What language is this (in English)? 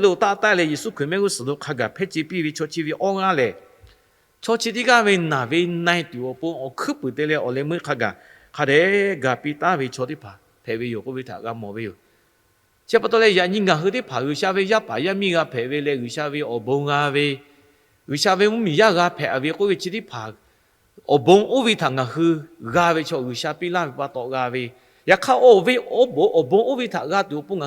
Lahu